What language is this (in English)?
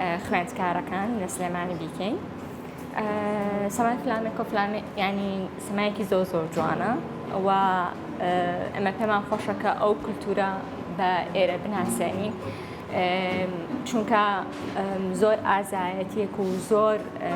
Central Kurdish